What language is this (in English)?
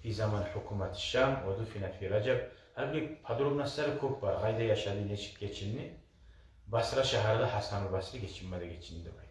Kumyk